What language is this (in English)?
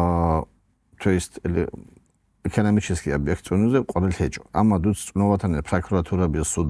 Avaric